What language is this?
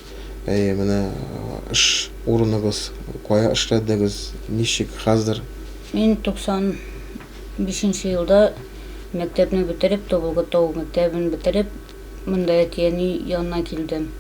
Tatar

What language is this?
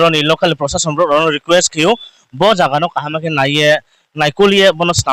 Riang (India)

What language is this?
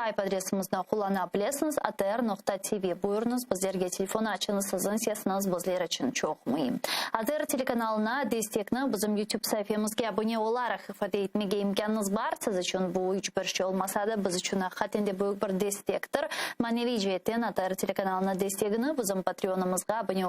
Crimean Tatar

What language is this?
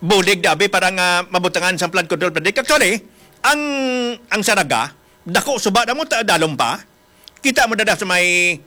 Hiligaynon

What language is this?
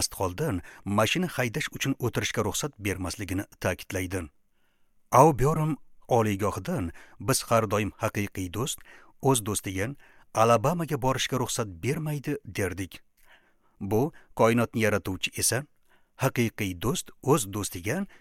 Uzbek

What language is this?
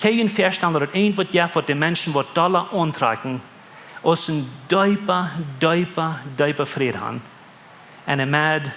Plautdietsch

